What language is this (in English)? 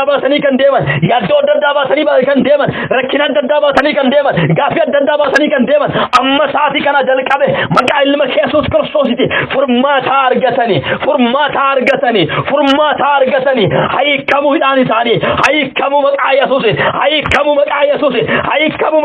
Oromo